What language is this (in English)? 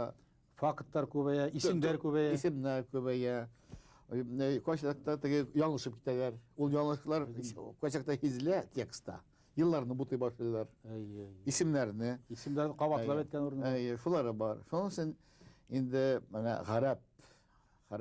Bashkir